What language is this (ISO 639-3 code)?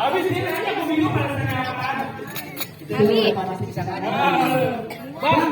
bew